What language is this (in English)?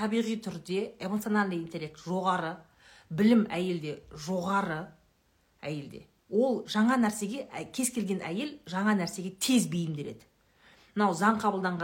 Kazakh